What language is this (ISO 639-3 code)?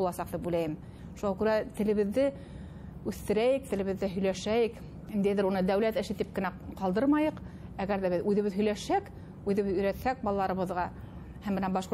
bak